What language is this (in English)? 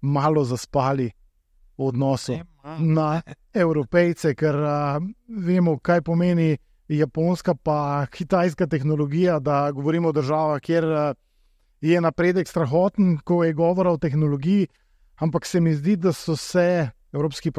Slovenian